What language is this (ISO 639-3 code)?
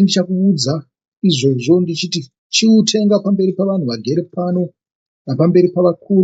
sna